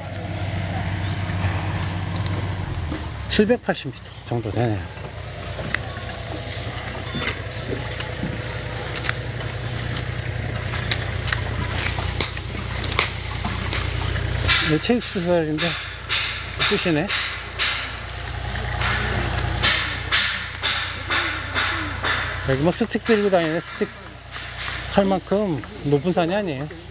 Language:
Korean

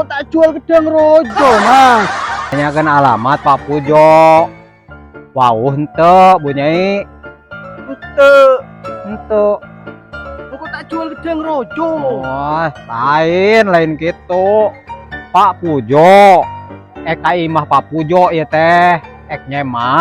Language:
Madurese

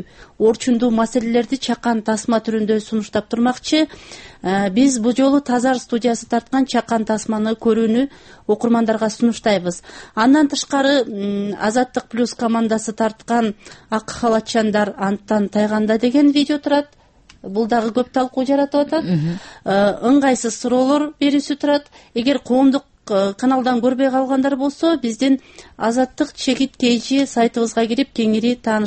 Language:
Kyrgyz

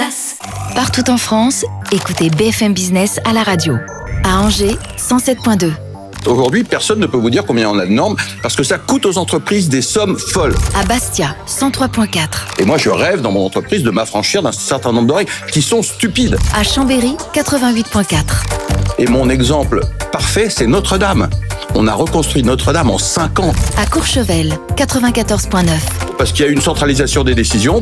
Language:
French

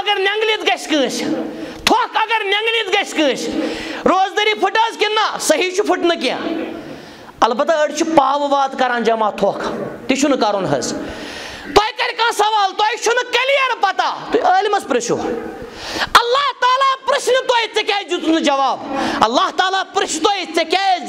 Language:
Kashmiri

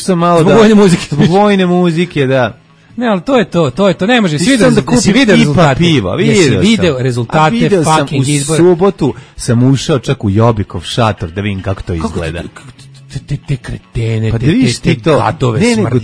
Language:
Serbian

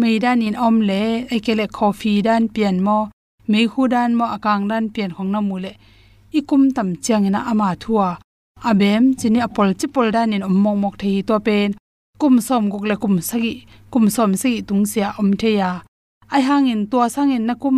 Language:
Tedim Chin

